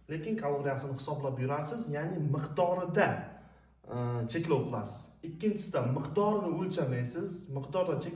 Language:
Uzbek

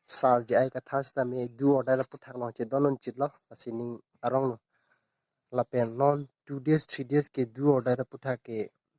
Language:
Karbi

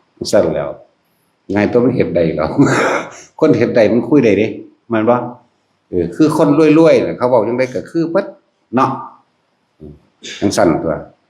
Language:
Northeastern Thai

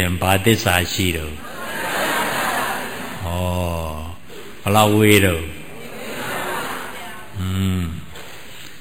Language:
Burmese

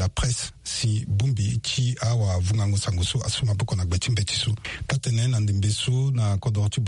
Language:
Sango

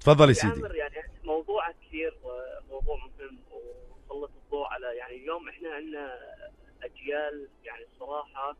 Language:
North Levantine Arabic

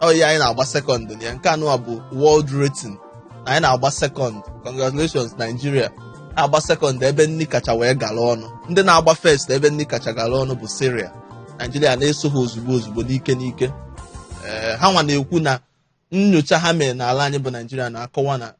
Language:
Igbo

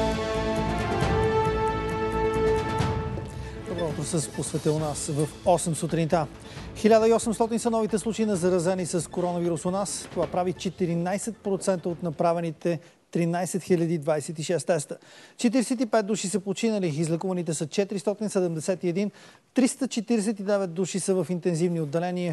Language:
Bulgarian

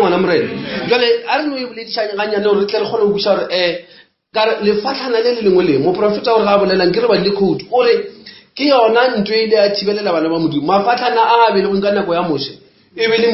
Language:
Northern Sotho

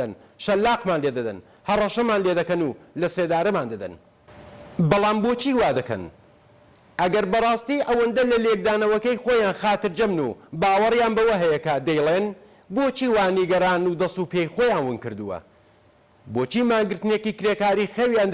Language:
Central Kurdish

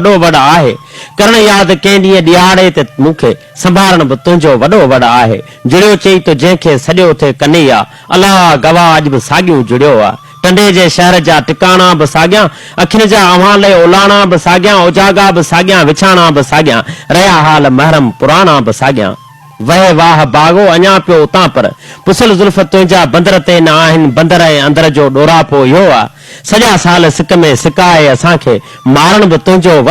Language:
Sindhi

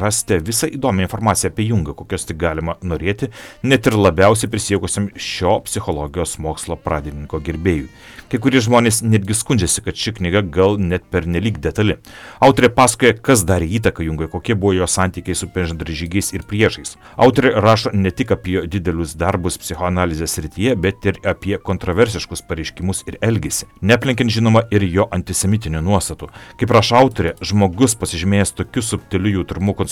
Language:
Lithuanian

